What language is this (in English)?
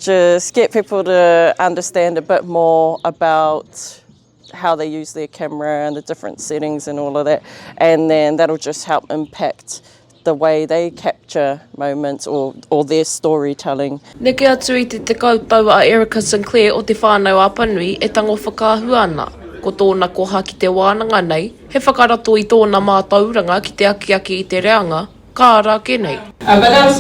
Māori